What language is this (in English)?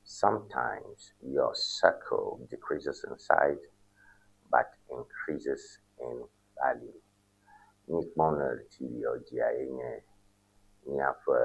Ewe